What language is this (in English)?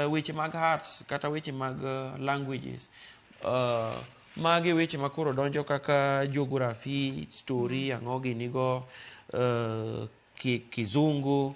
Luo (Kenya and Tanzania)